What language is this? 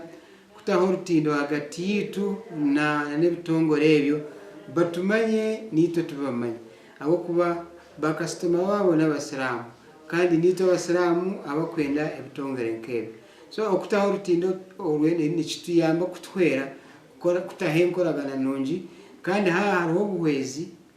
Nyankole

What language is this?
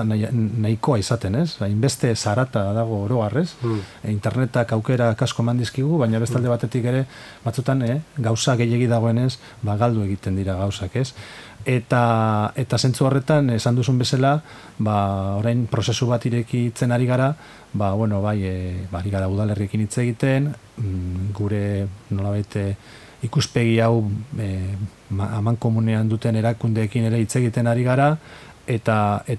Basque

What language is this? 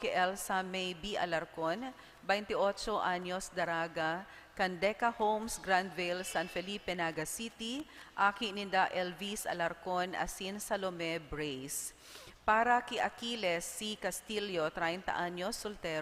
Bikol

